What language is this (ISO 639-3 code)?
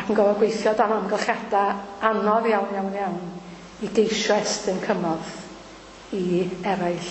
cym